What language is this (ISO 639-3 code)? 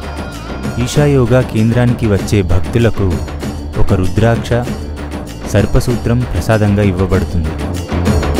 tel